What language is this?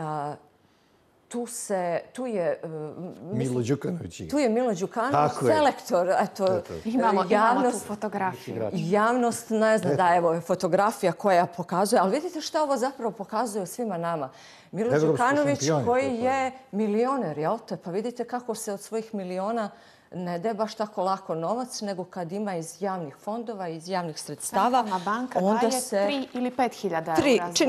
Bosnian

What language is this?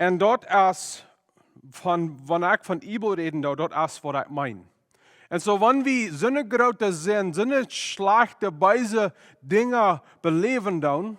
Plautdietsch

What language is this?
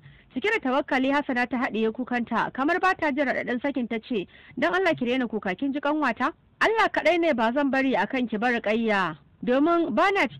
Hausa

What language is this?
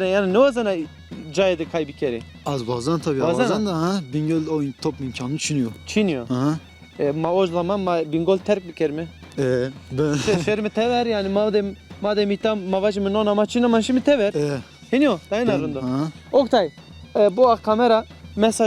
Zaza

